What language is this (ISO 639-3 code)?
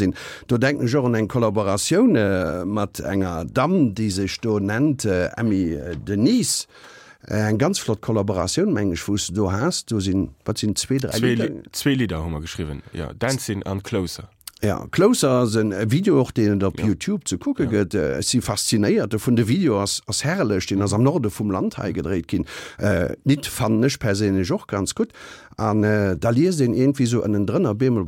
ltz